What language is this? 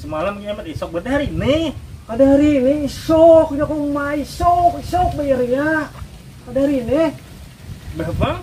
Banjar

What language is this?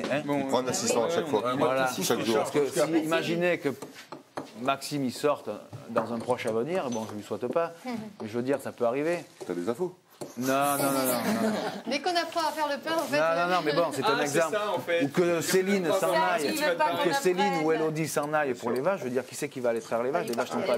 French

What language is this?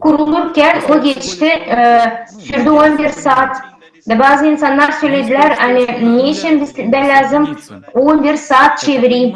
Gagauz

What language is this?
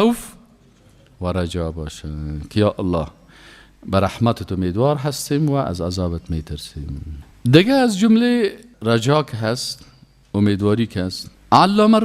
Persian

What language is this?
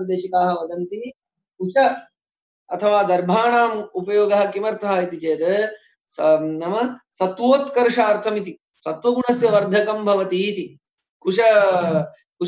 Sanskrit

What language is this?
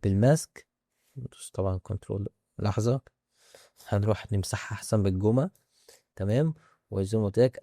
Egyptian Arabic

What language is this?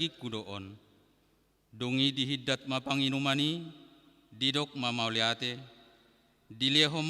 Batak Toba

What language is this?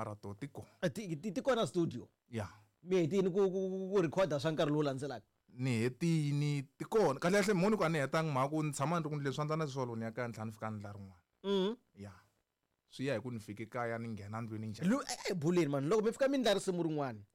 Tsonga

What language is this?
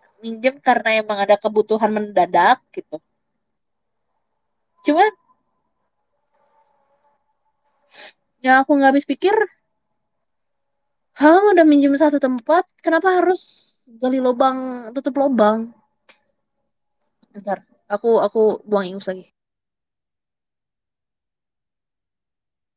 Indonesian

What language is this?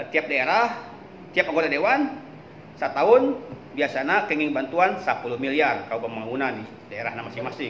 Sundanese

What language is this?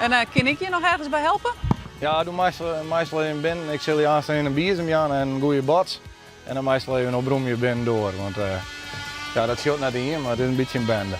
Western Frisian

